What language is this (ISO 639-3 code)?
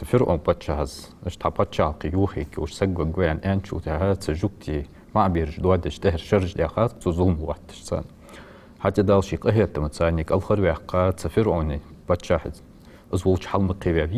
inh